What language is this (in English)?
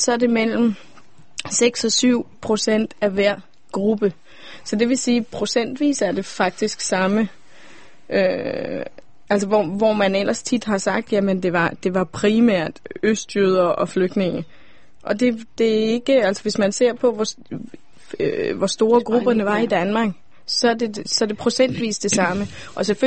Danish